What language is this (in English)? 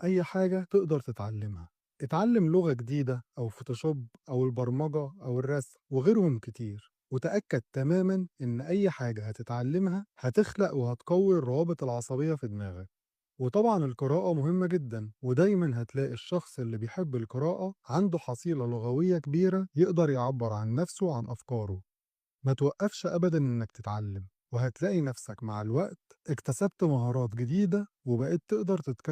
Egyptian Arabic